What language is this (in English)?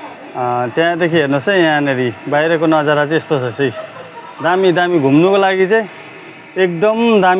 Nepali